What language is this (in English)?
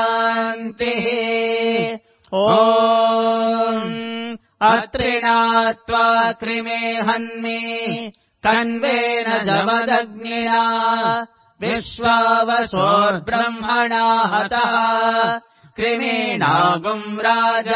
Sanskrit